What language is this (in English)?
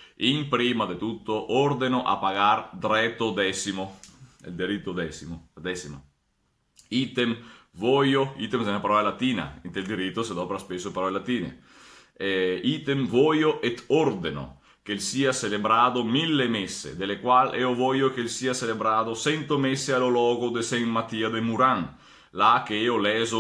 Venetian